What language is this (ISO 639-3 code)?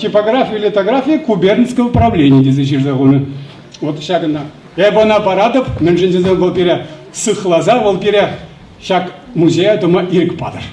chv